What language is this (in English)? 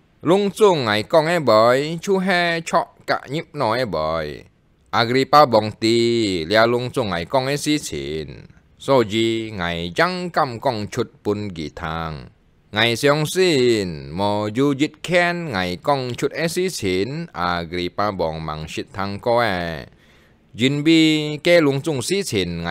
Hakka Chinese